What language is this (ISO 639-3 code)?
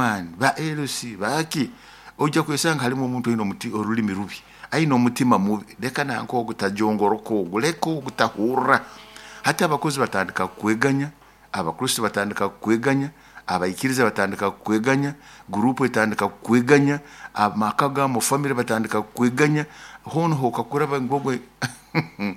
nyo